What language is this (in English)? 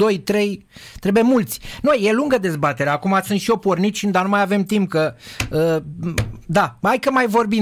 Romanian